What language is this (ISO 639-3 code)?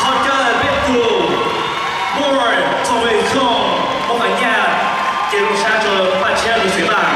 hmn